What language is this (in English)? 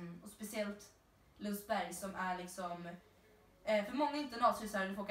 Swedish